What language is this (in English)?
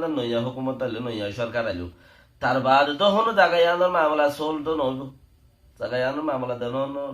Rohingya